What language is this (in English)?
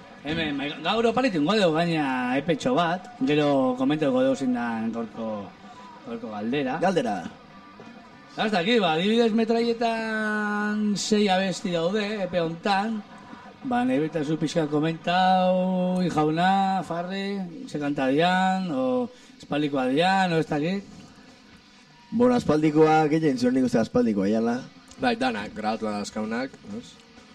Basque